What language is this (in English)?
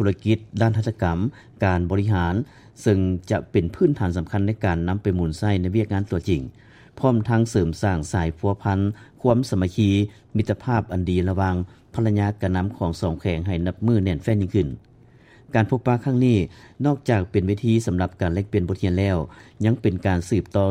Lao